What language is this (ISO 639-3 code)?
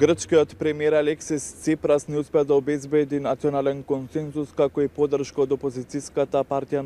mkd